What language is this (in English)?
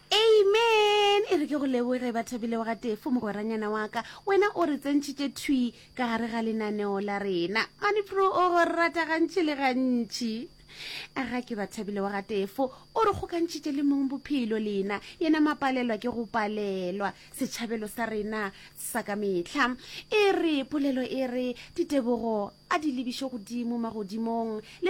Northern Sotho